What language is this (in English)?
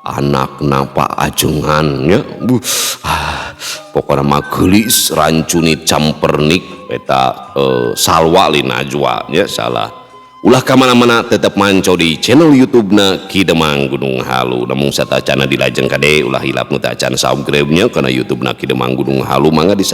Sundanese